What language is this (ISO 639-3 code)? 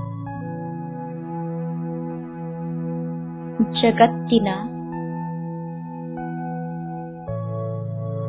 kan